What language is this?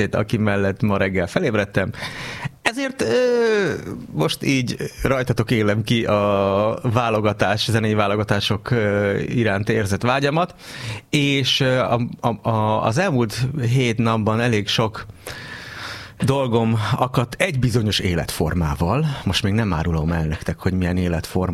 Hungarian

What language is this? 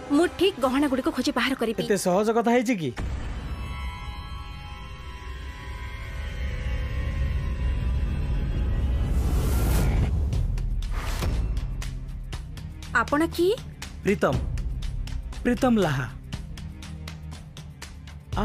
Odia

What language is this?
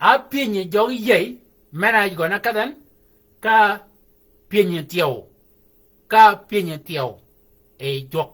Shilluk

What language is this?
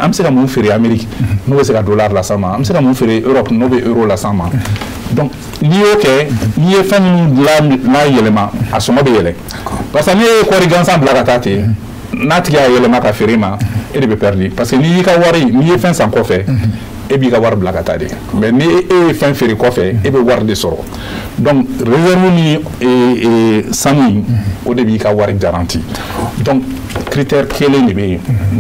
Bambara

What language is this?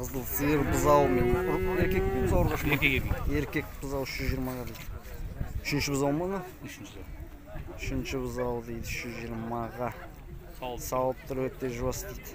Kazakh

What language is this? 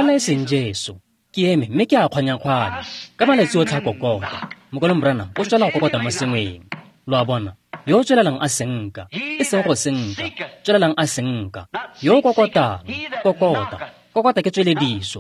Tswana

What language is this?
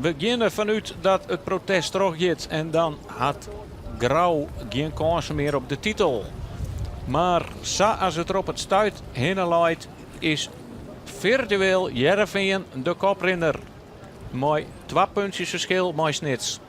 Western Frisian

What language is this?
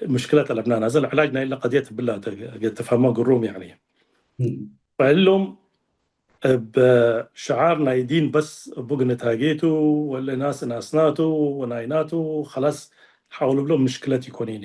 Tigre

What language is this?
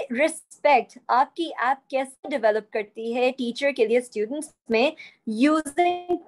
Urdu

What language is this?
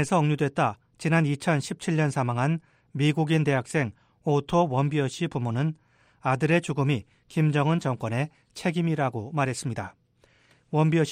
Korean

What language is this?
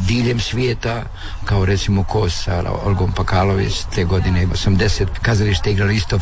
Croatian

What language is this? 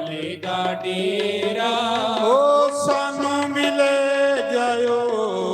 Dogri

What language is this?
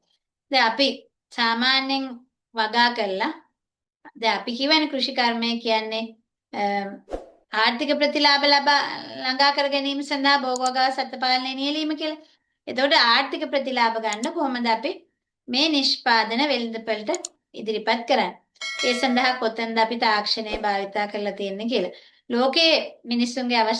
Sinhala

